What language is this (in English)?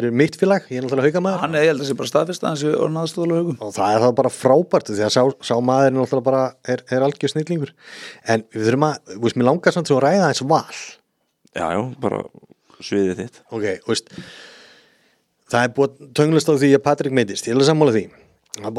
Icelandic